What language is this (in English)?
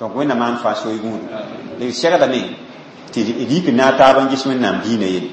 Mossi